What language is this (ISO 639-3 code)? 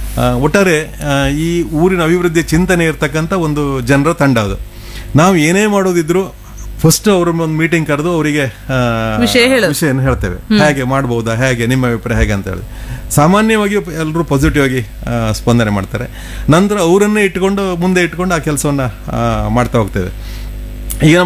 kan